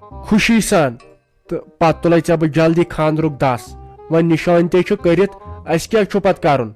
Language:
Kashmiri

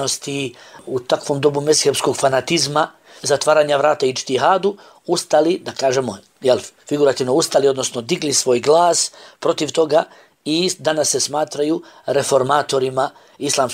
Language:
Bosnian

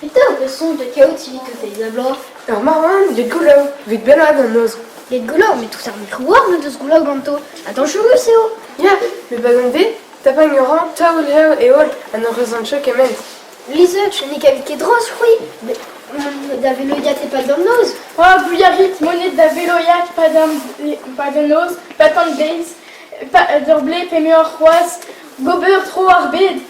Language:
Breton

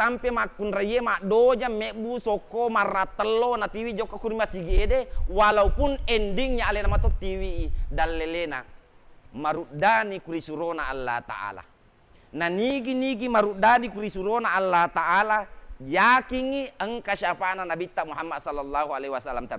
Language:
Buginese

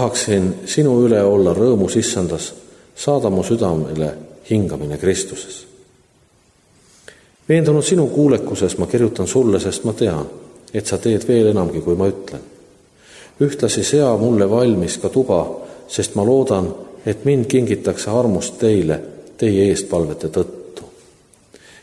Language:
Estonian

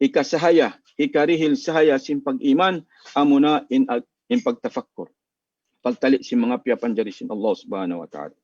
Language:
Tausug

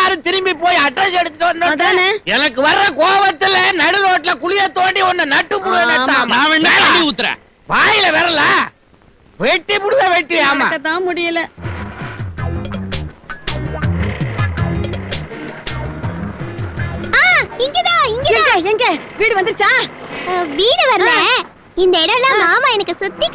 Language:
Tamil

